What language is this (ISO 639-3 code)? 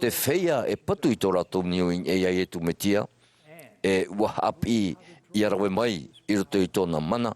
tah